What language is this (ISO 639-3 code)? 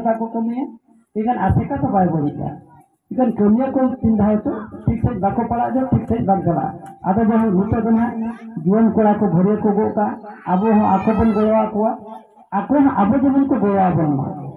sat